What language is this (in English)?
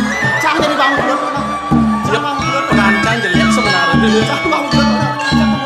Balinese